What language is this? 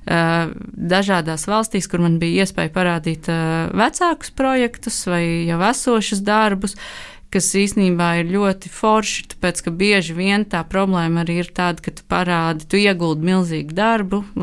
Latvian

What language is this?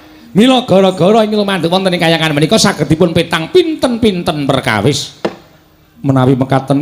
Javanese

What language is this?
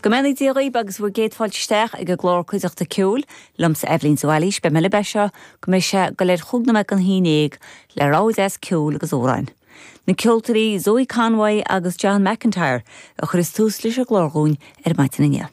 Irish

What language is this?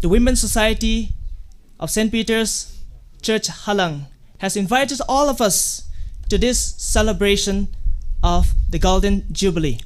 Tangkhul Naga (India)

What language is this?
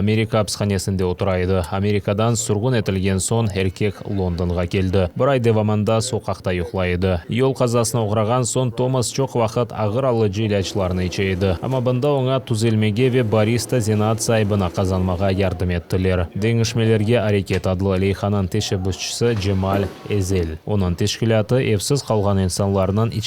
Crimean Tatar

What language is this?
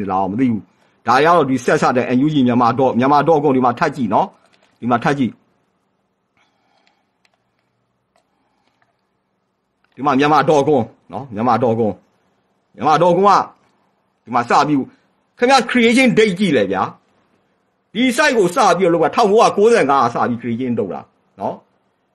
Burmese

